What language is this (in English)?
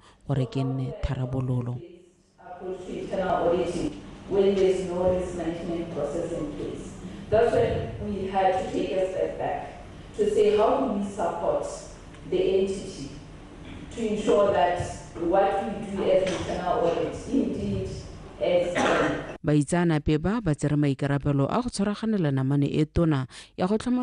Tswana